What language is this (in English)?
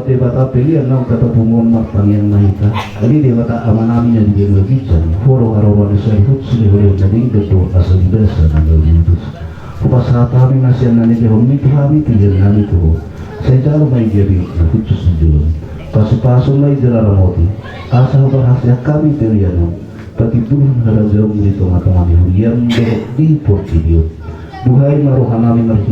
Batak Toba